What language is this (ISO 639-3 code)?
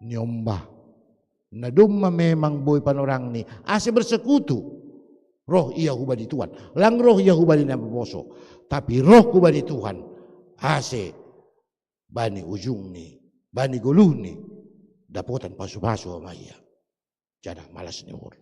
bts